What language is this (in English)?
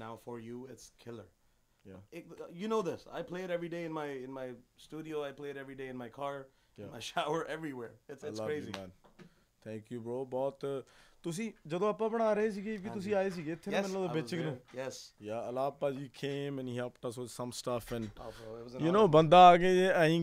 Punjabi